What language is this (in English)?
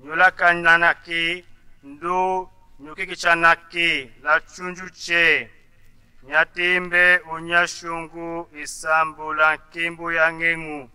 Tetela